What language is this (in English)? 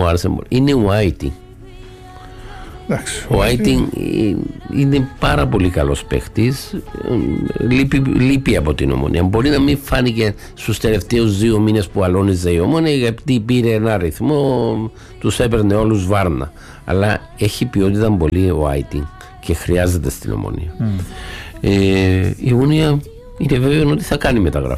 Greek